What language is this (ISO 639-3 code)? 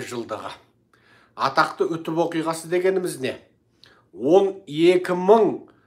kaz